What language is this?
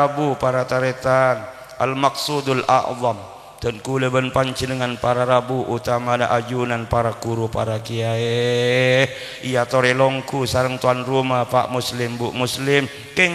Madurese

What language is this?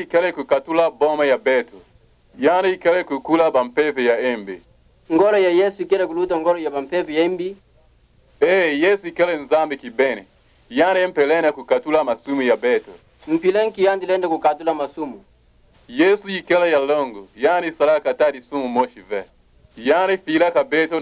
Kituba (Democratic Republic of Congo)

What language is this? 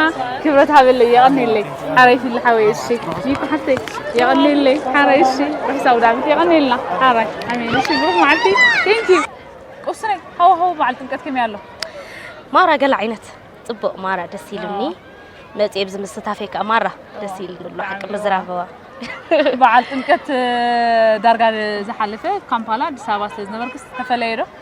Tigrinya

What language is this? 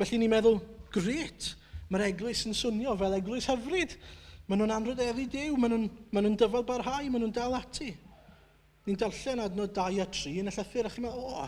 Welsh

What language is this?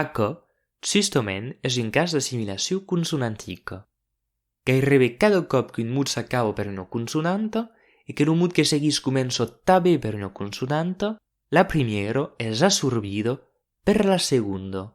Occitan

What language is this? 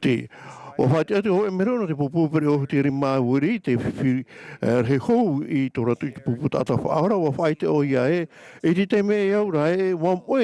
Tahitian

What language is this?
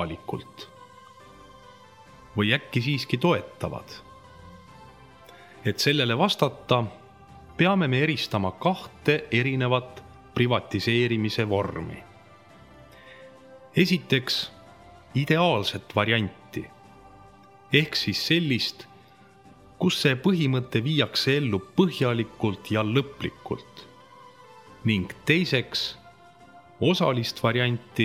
Estonian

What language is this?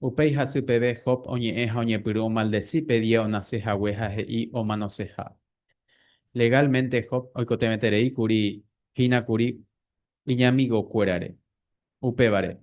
Guarani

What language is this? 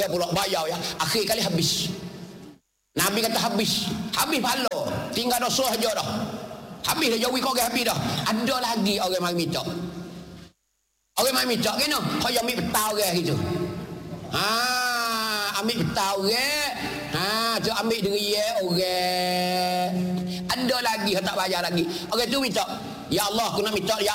Malay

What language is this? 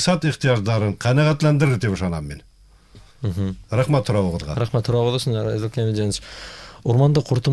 Bashkir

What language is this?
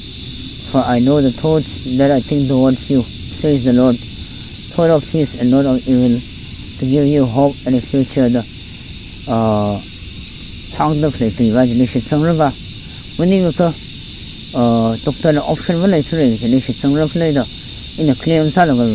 Tangkhul Naga (India)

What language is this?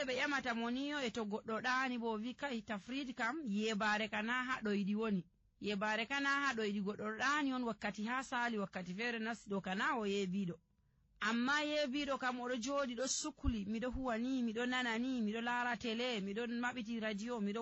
Nigerian Fulfulde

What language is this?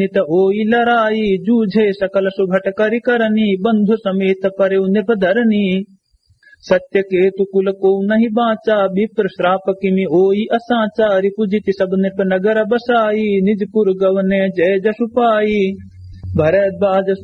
Awadhi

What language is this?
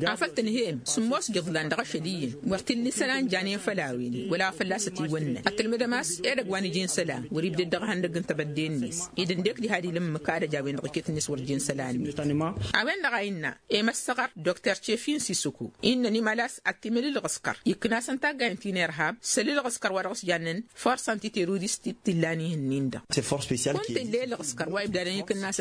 Tamasheq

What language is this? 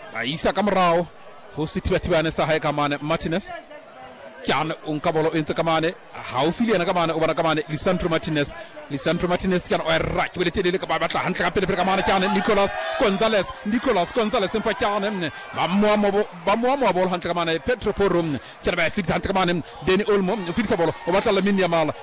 Southern Sotho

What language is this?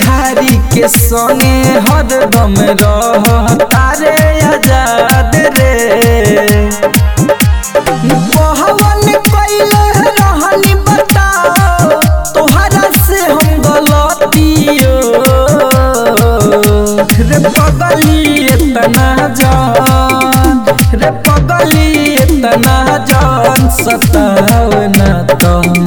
Bhojpuri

